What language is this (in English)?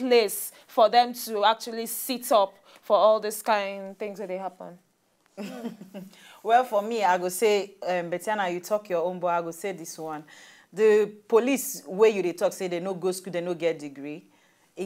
Nigerian Pidgin